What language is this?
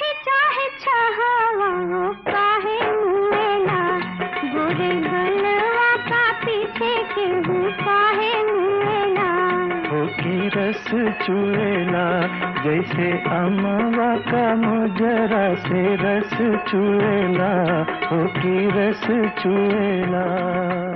Bhojpuri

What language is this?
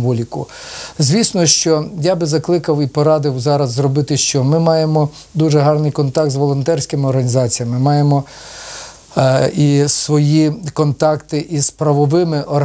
Ukrainian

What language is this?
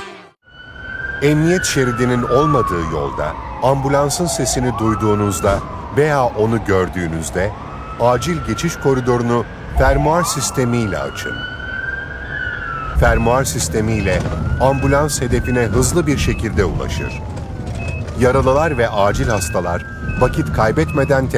Turkish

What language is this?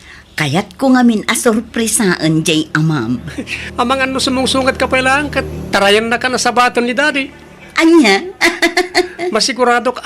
Iloko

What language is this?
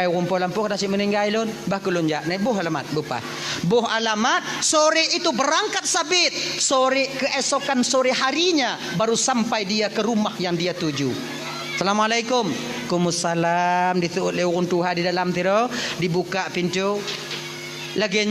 Achinese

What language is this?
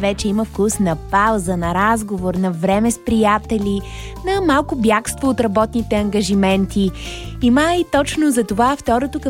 Bulgarian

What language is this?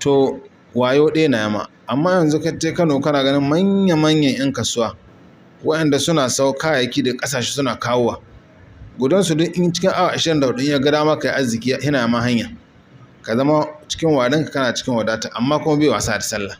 Hausa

